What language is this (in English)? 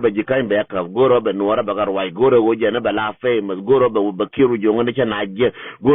Nuer